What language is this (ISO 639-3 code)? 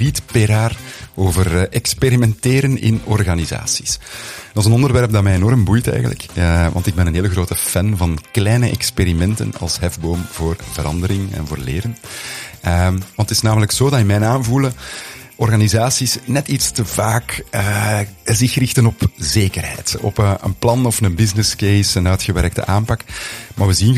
nld